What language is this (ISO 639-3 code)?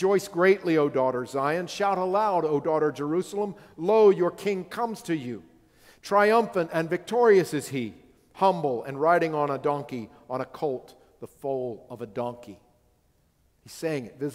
eng